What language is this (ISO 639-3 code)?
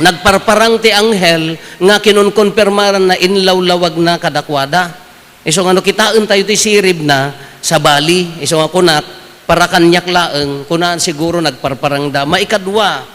ilo